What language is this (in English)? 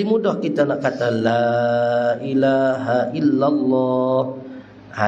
Malay